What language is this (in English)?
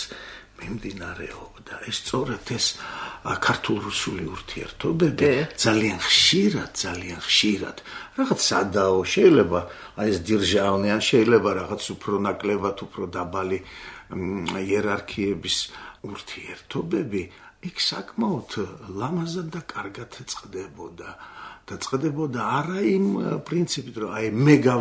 Georgian